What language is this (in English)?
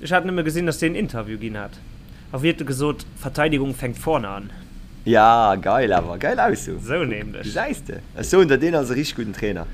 Luxembourgish